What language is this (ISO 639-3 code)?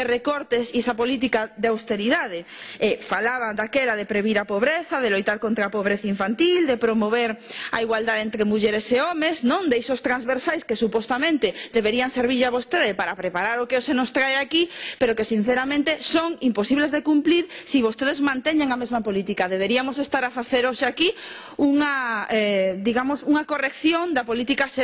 glg